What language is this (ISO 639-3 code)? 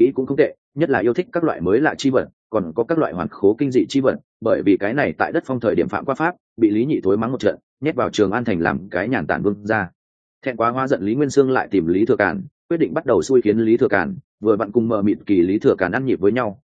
vie